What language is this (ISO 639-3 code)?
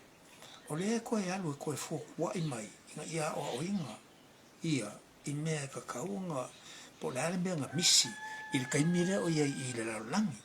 smo